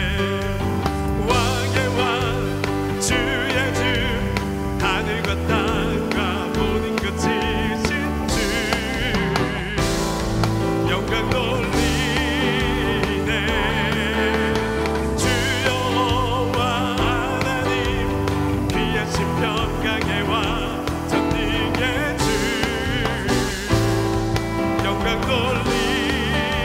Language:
Korean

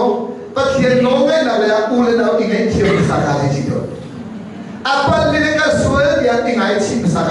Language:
Hakha Chin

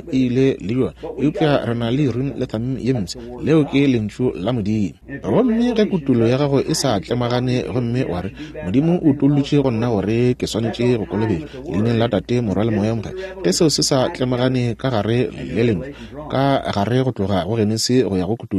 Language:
Northern Sotho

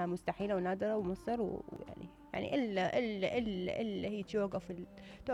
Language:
Mesopotamian Arabic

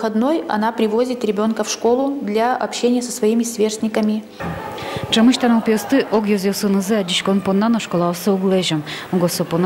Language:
Udmurt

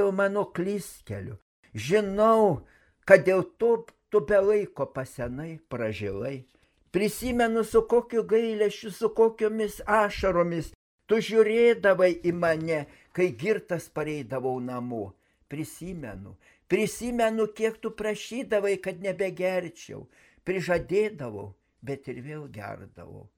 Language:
Lithuanian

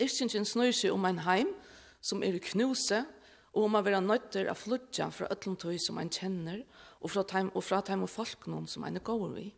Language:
Faroese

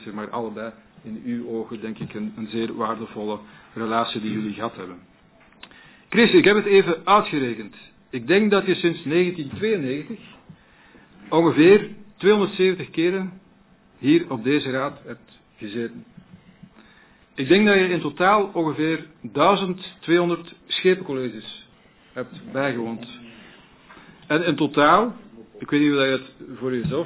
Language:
Dutch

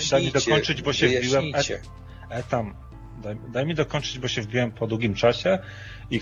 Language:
Polish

